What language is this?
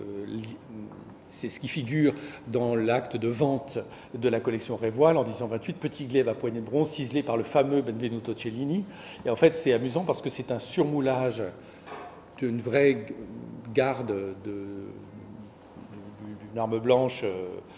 French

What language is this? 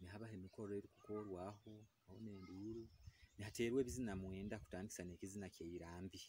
Nyoro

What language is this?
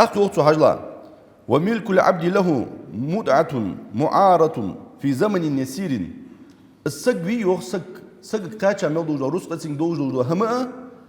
Ingush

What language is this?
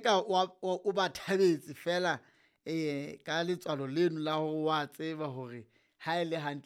Southern Sotho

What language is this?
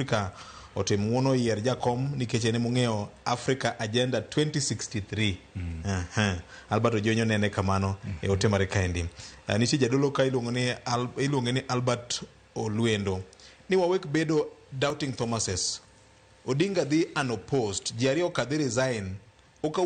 Luo (Kenya and Tanzania)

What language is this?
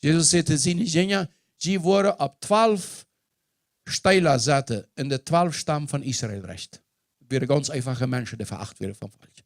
Plautdietsch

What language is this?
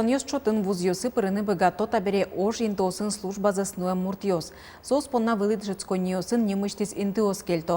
Udmurt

